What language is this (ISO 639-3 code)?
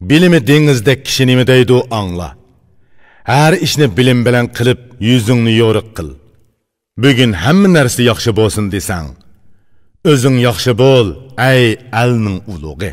uig